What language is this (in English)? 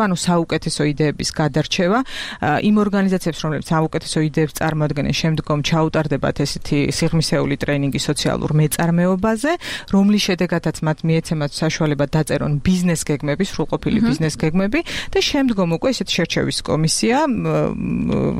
Georgian